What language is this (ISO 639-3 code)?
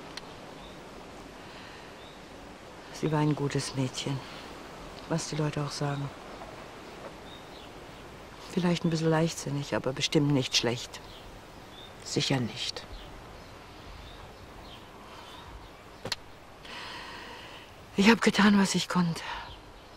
deu